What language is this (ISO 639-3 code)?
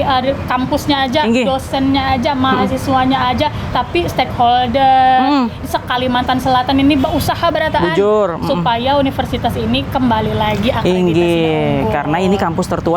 bjn